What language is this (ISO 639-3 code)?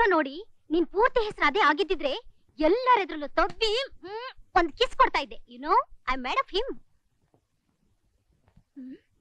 kan